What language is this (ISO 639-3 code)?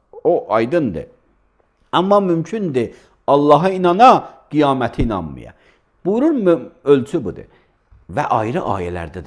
aze